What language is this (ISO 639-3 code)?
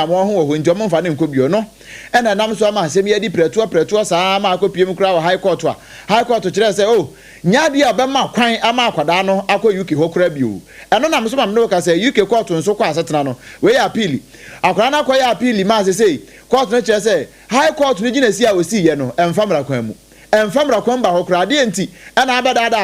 aka